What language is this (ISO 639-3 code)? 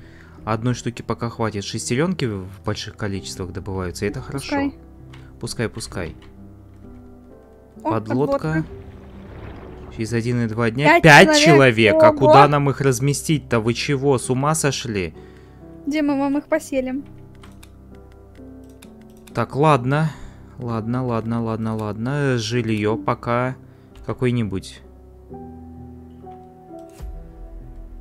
rus